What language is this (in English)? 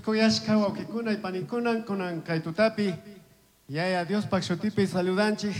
Chimborazo Highland Quichua